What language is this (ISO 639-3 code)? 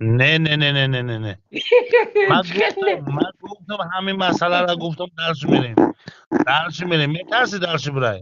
tgk